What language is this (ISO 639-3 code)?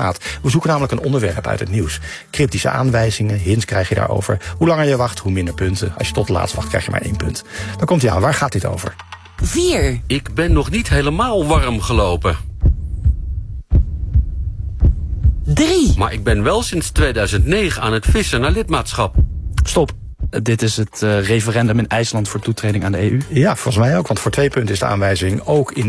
nld